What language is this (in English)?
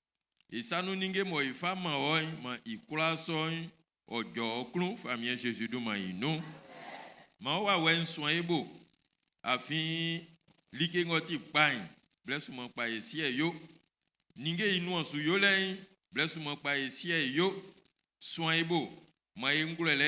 Baoulé